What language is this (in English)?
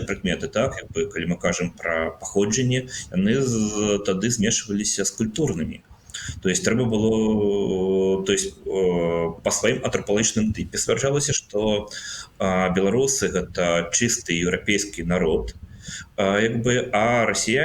Belarusian